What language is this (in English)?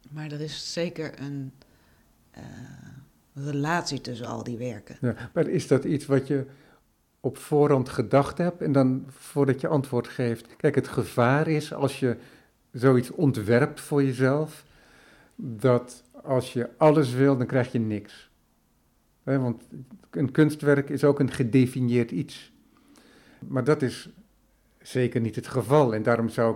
Dutch